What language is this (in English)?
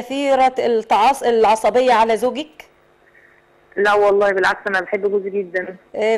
Egyptian Arabic